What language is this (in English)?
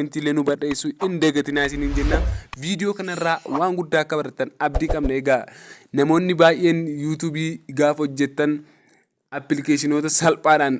Oromo